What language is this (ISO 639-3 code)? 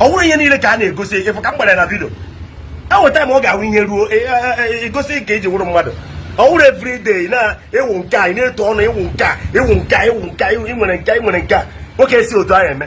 ibo